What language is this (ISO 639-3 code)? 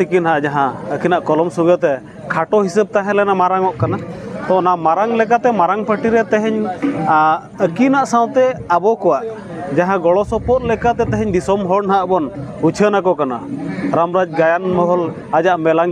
sat